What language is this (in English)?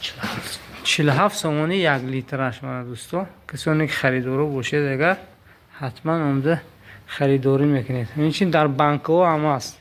Tajik